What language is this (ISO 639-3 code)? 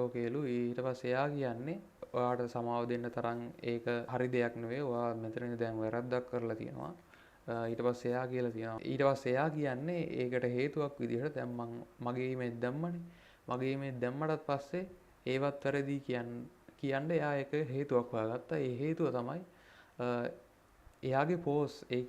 sin